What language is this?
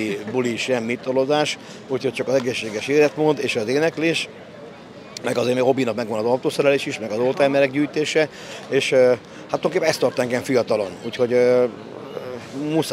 Hungarian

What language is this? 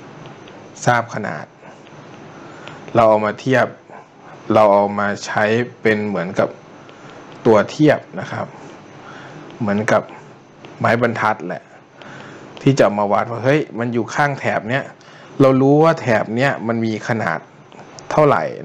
Thai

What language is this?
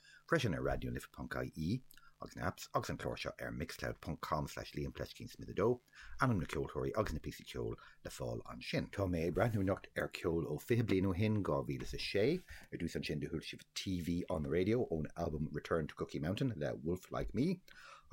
Irish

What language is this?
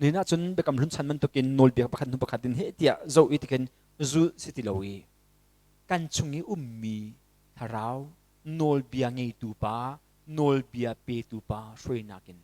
Hakha Chin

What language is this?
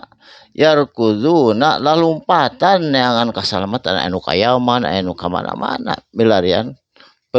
Sundanese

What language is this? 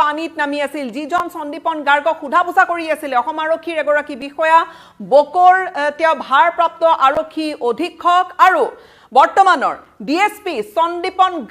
Assamese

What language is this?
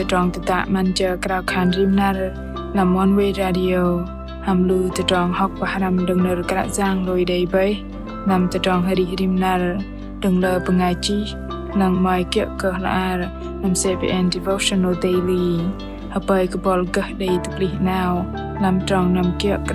Bahnar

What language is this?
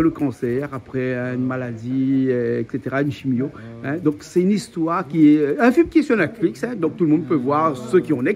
Réunion Creole French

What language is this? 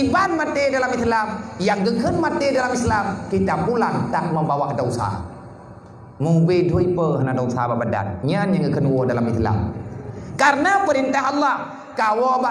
Achinese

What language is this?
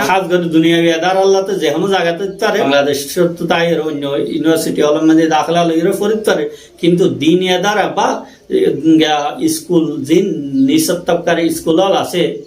Rohingya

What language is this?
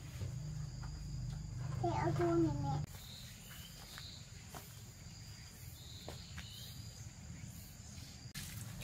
Vietnamese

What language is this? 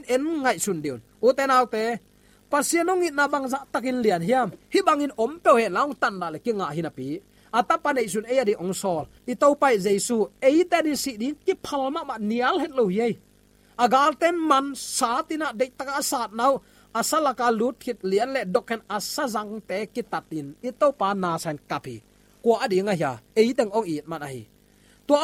Tedim Chin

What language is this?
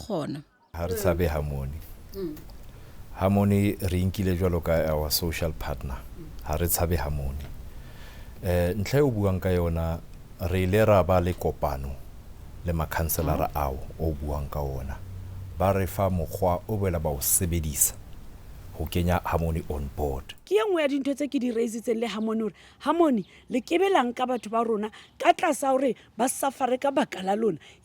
Southern Sotho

